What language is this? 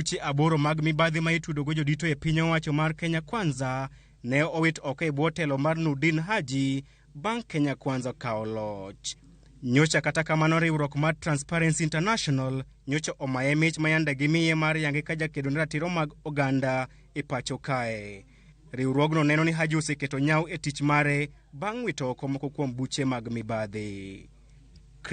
Luo (Kenya and Tanzania)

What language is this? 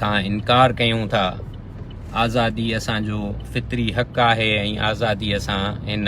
Sindhi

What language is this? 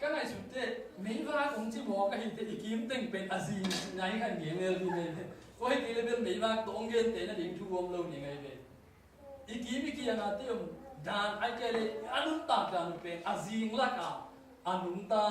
Tedim Chin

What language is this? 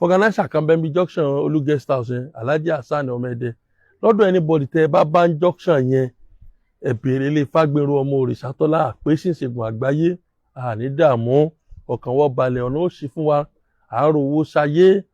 Yoruba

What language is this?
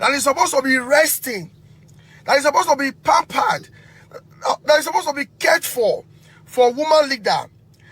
Nigerian Pidgin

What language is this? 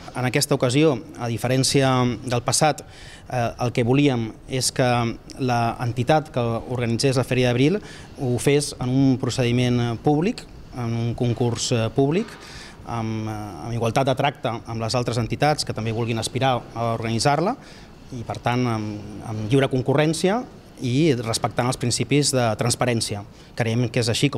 Catalan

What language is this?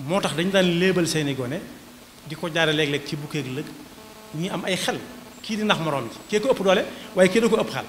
Wolof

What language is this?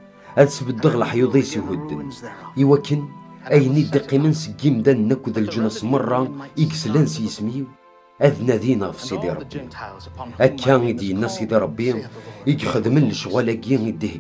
Kabyle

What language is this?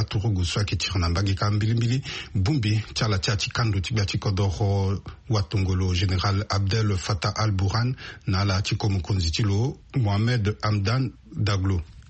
Sango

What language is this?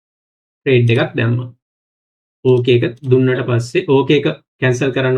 Sinhala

